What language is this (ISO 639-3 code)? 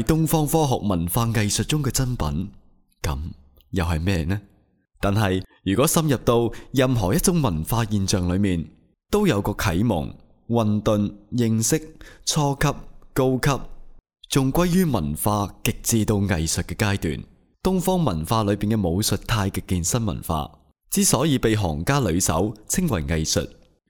yue